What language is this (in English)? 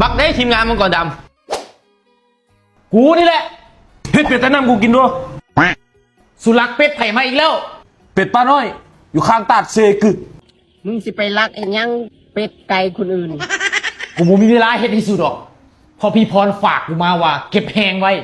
Lao